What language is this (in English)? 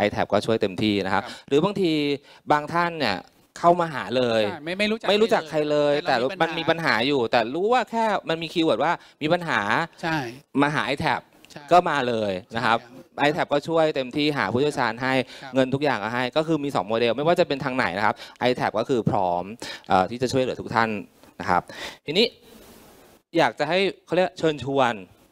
Thai